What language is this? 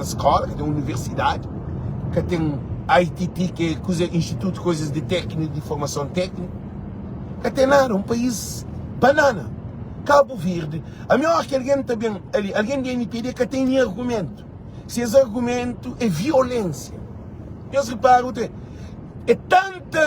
Kabuverdianu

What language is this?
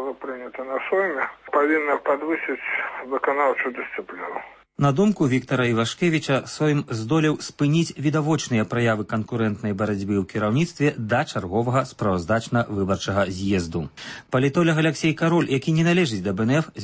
Belarusian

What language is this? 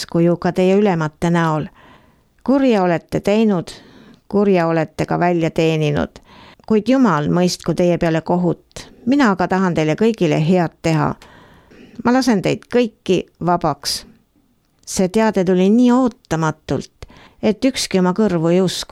Estonian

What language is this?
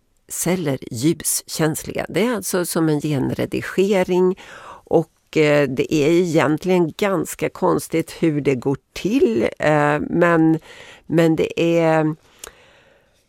Swedish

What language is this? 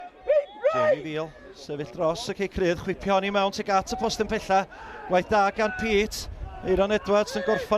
Welsh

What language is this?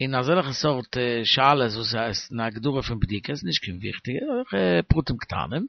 Yiddish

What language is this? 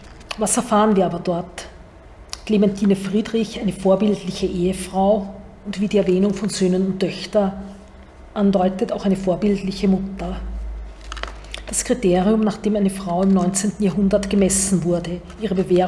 German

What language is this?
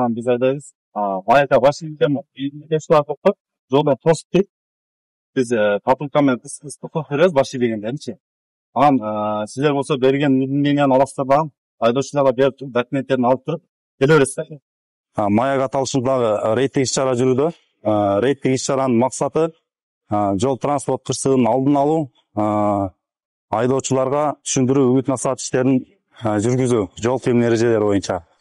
Kyrgyz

